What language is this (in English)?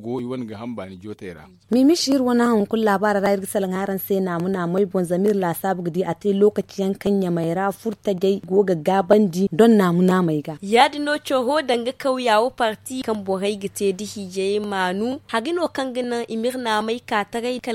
Zarma